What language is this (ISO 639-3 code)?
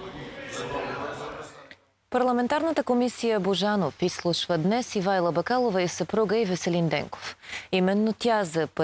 bul